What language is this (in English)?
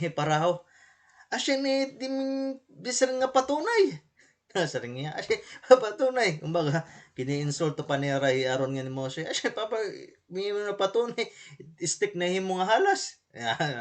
Waray